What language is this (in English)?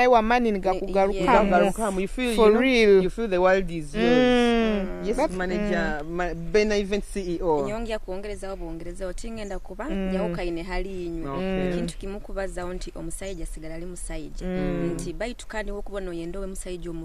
Nyoro